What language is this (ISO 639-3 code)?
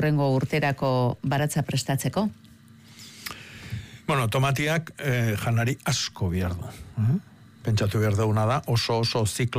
eus